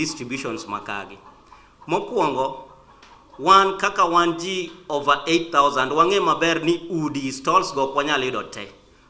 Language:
Luo (Kenya and Tanzania)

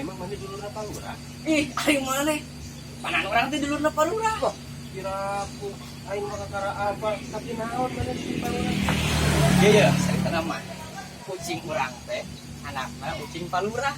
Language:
Sundanese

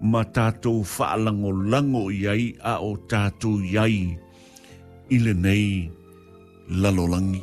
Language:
Samoan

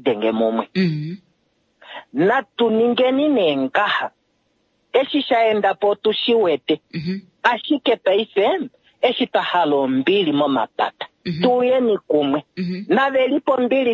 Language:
Kuanyama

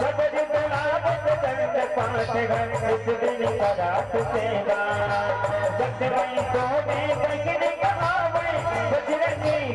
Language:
Chhattisgarhi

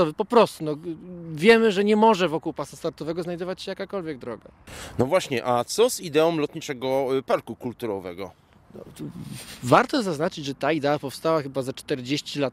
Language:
Polish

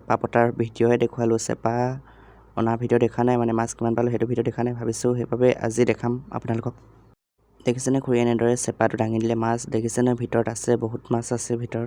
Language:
Assamese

